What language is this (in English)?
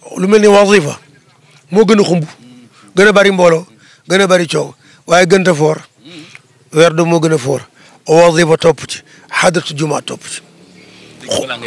Wolof